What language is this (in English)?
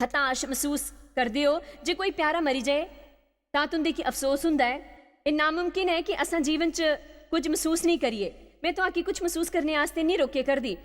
Dogri